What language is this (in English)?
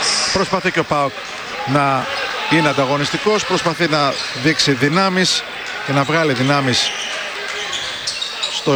Greek